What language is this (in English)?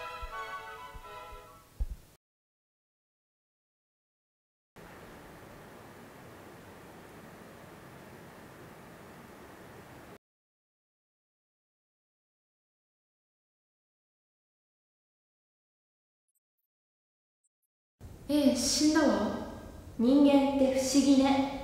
Japanese